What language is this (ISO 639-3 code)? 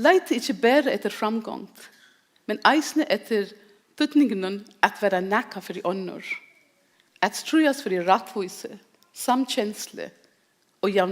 fao